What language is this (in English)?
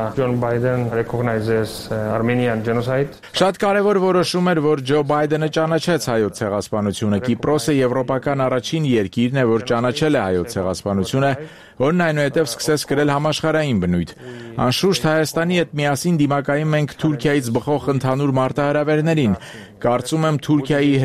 Armenian